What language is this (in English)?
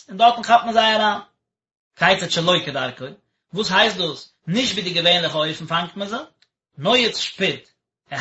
Yiddish